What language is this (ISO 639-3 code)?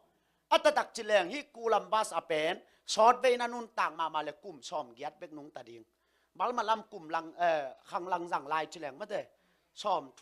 ctd